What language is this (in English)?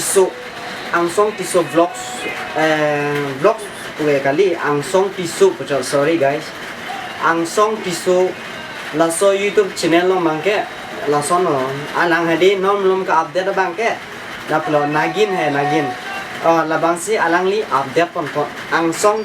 Karbi